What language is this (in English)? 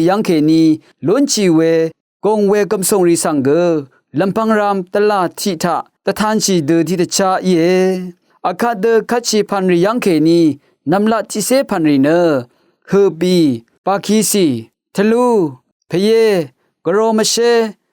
Rawang